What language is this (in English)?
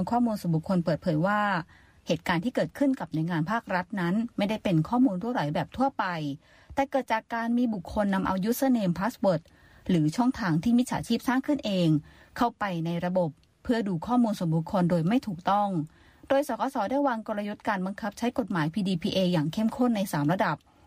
Thai